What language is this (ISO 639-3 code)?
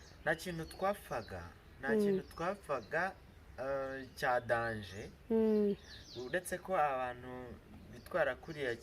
kin